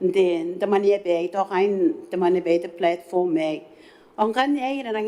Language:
Gilbertese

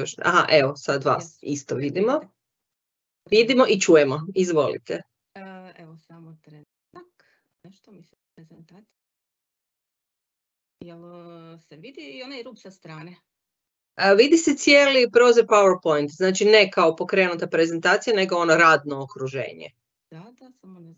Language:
Croatian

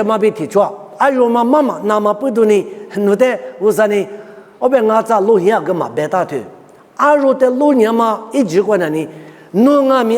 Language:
Lisu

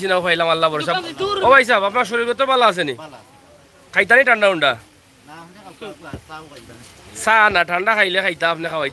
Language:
Sylheti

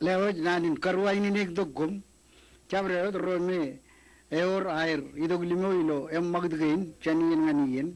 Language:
Marshallese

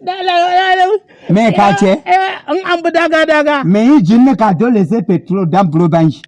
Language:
Hausa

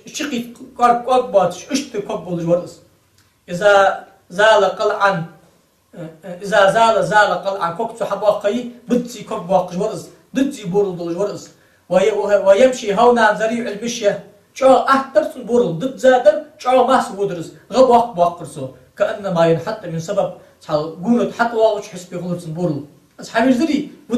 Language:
Ingush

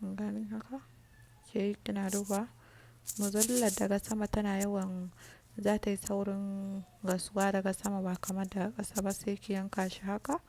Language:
Hausa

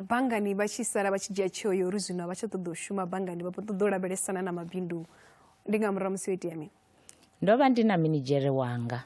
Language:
Venda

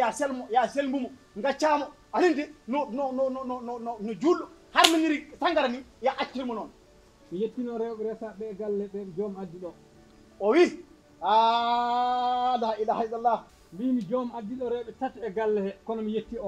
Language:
Fula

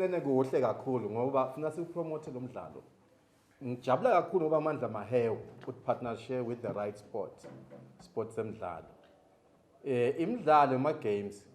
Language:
Swati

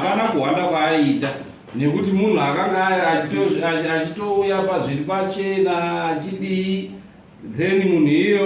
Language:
Shona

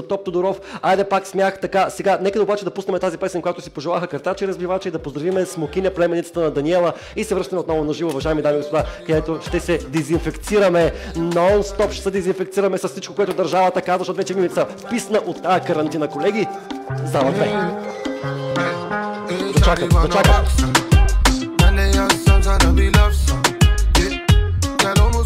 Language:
Bulgarian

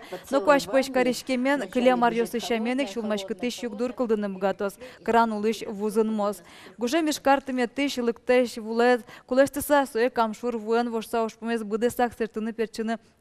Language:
Udmurt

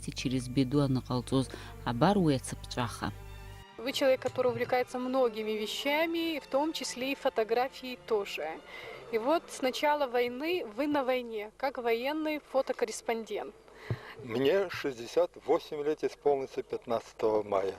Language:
Abkhazian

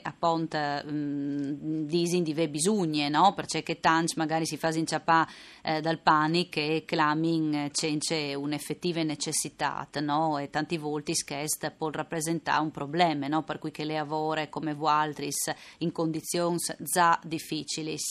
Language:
Friulian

